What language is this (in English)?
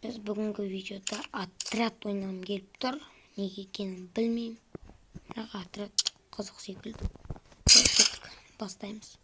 Kazakh